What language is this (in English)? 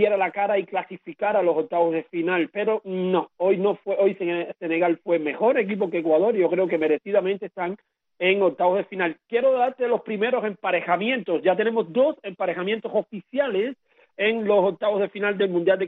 Spanish